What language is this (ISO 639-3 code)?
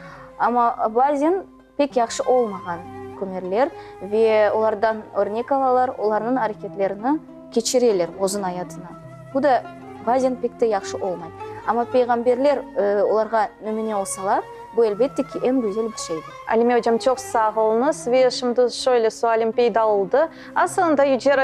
crh